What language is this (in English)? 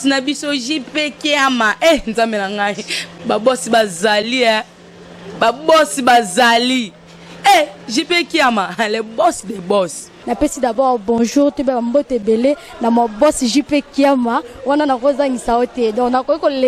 Lingala